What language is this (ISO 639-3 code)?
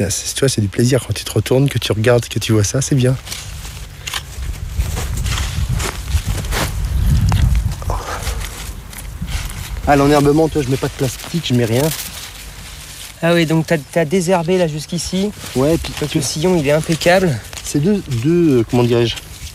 fra